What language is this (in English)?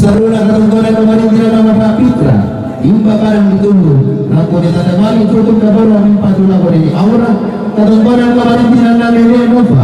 Toraja-Sa'dan